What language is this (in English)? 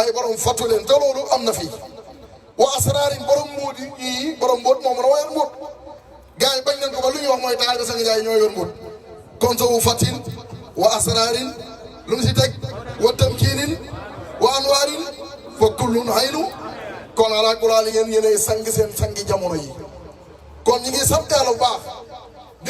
Wolof